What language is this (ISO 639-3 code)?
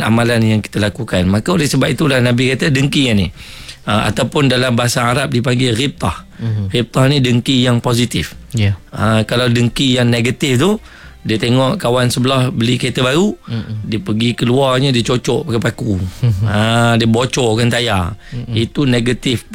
msa